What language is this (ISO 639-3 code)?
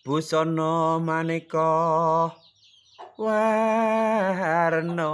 jav